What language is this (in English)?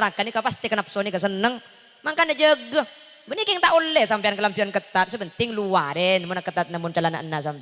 Madurese